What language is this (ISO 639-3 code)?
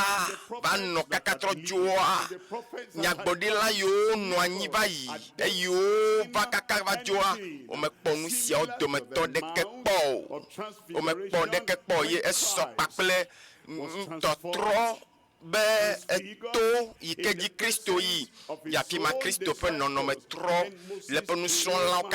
ewe